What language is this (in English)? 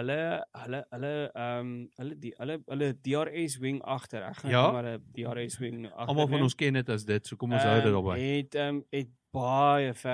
Afrikaans